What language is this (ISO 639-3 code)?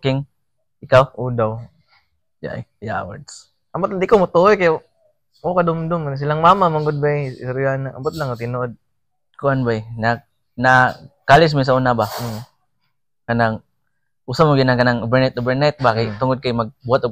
ceb